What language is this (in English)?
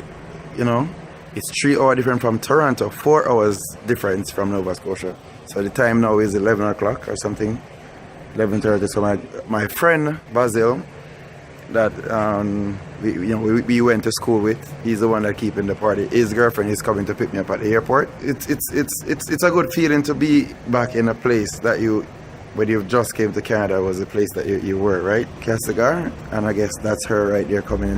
Jamaican Creole English